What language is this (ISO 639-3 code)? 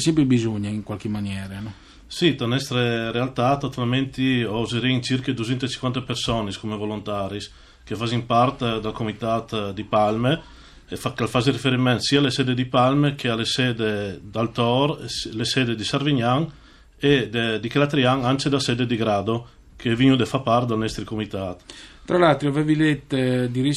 fur